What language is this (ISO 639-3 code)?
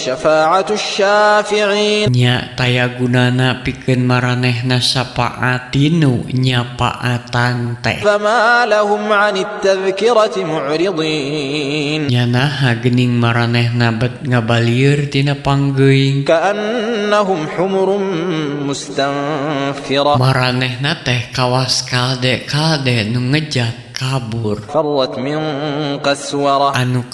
sun